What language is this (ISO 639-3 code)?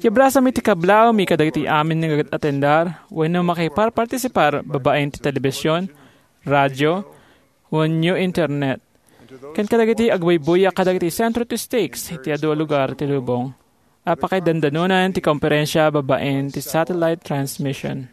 ilo